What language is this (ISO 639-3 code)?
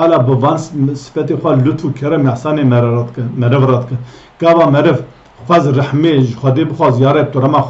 kur